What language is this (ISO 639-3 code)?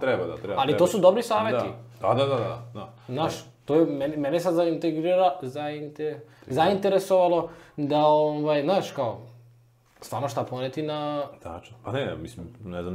srp